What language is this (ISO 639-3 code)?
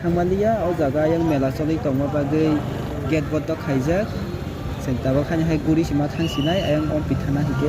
trp